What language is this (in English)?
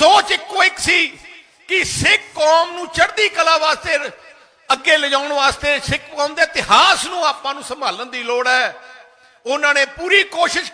Punjabi